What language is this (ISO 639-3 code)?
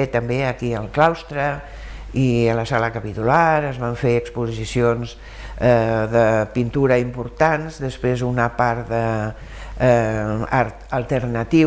cat